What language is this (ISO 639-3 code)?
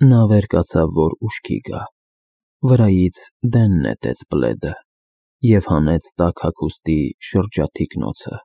hye